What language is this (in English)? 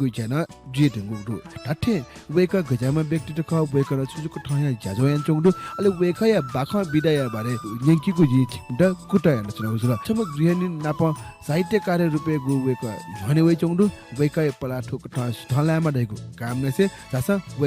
Newari